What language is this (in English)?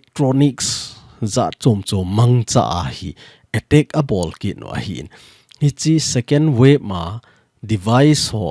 Thado Chin